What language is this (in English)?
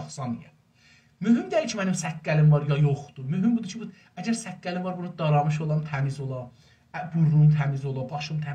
South Azerbaijani